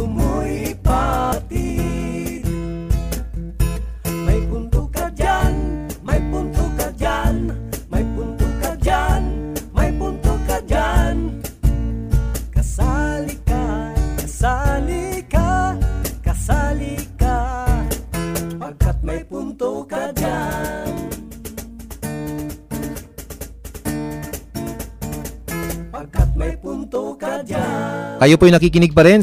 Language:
Filipino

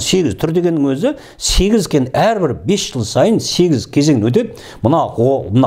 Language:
Kazakh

